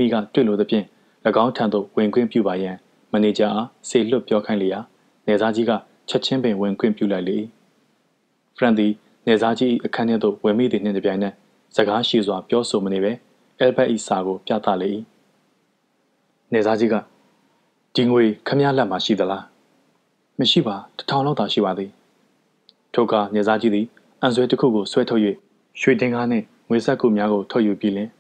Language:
Burmese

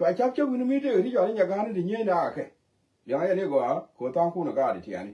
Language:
Nuer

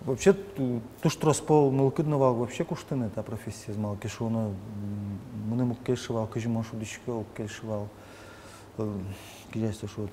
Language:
Udmurt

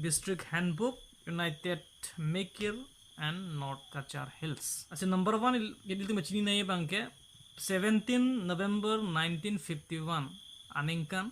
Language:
Karbi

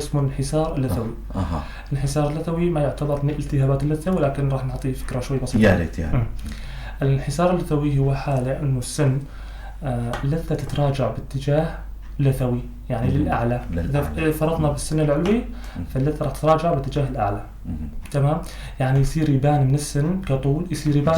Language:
North Levantine Arabic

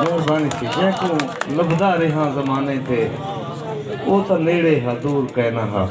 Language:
Saraiki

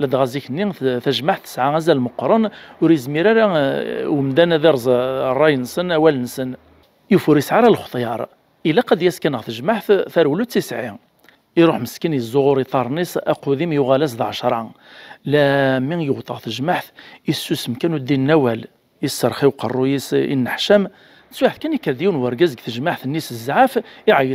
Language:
Kabyle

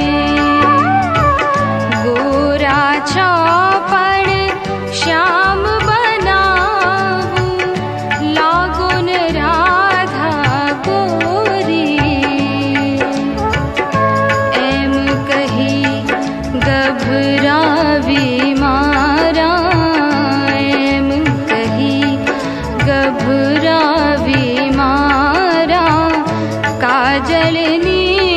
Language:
Gujarati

